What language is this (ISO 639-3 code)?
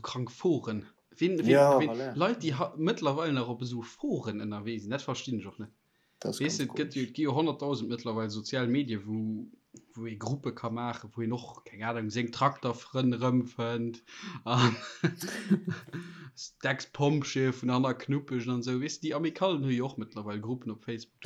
ltz